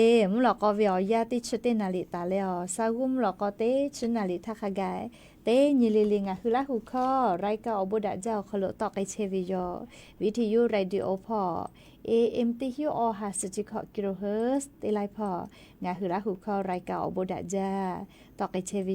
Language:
Lahu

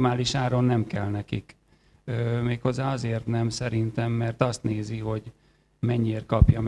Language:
Hungarian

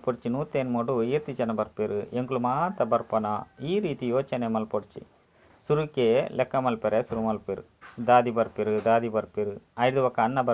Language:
Tulu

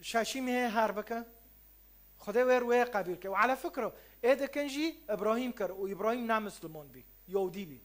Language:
Kurdish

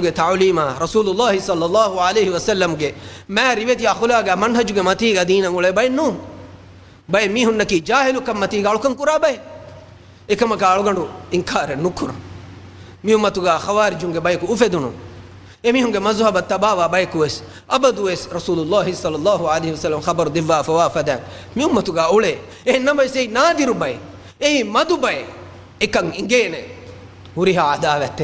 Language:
Divehi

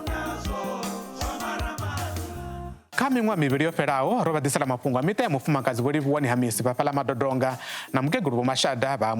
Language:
Venda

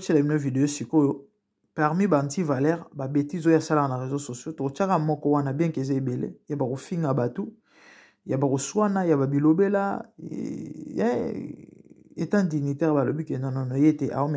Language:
Lingala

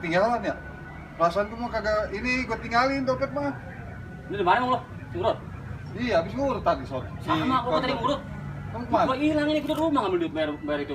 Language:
Betawi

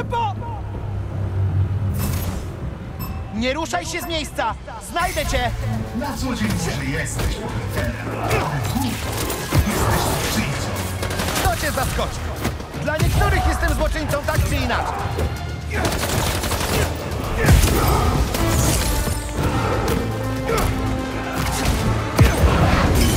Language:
Polish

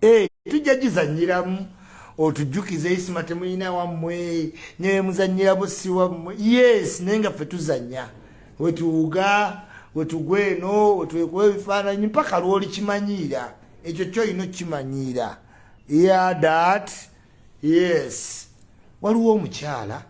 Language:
Ganda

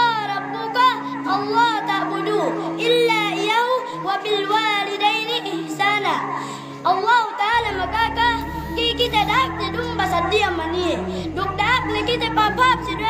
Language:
Yakan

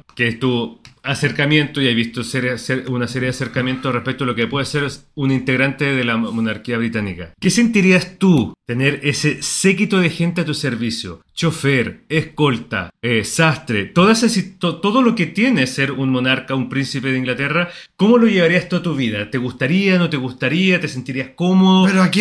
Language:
Spanish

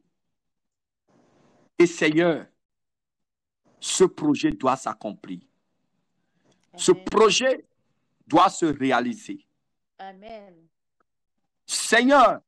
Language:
French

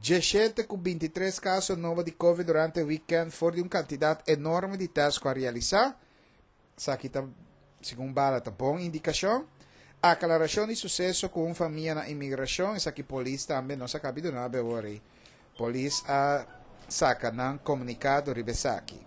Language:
Papiamento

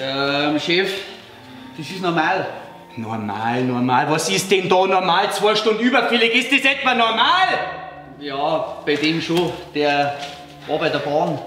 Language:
Bavarian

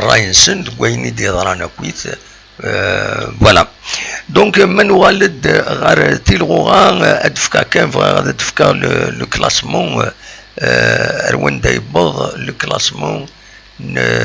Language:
Kabyle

